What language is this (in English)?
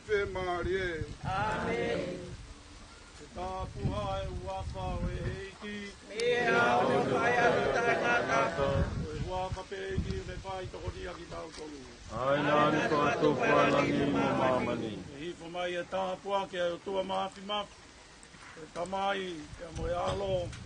Tongan